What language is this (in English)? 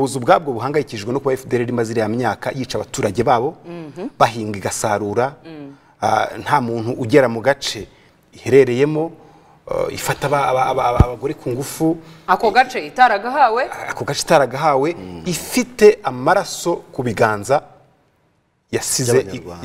Kinyarwanda